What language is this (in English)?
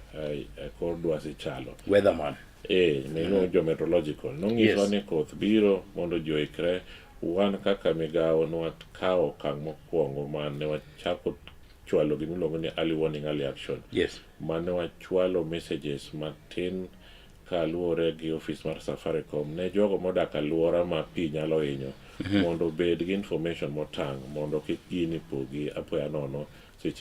Luo (Kenya and Tanzania)